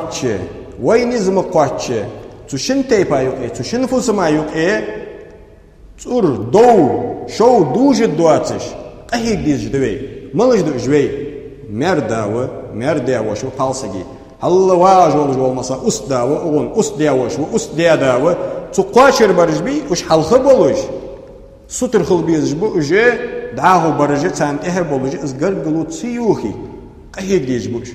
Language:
Ingush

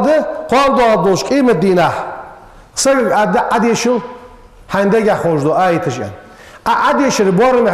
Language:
Ingush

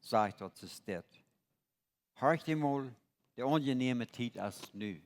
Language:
Plautdietsch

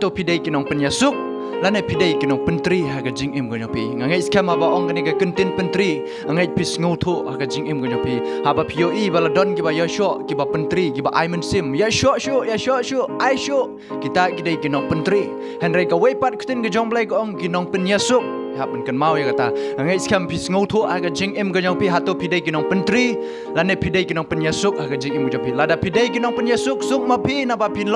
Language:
Khasi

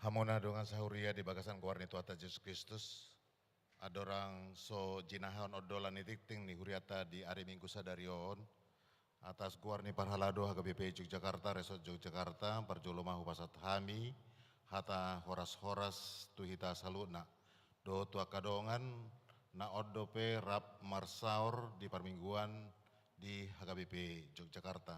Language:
Batak Toba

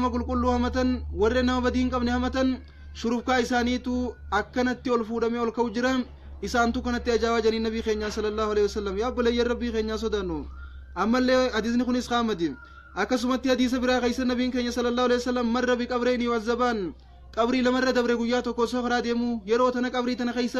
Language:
Oromo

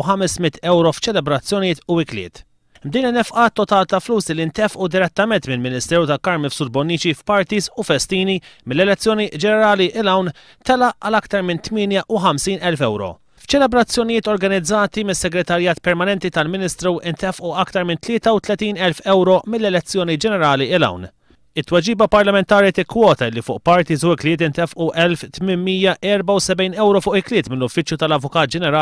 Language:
Maltese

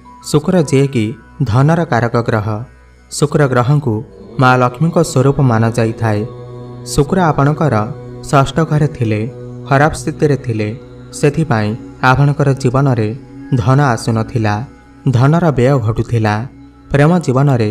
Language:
Odia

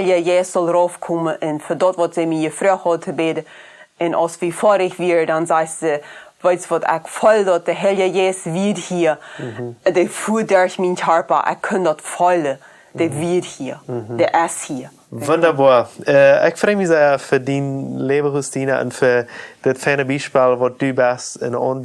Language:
Plautdietsch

